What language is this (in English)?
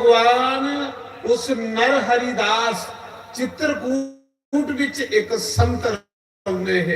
Dogri